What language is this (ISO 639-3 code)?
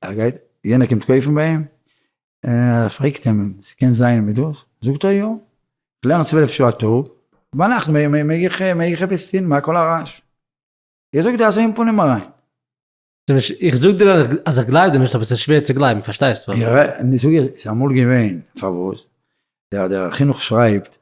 yid